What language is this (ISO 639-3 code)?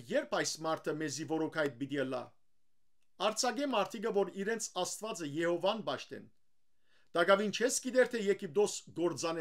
hyw